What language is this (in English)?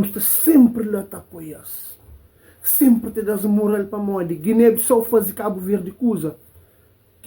Kabuverdianu